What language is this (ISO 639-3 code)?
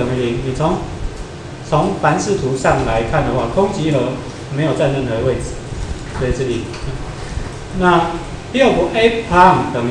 zho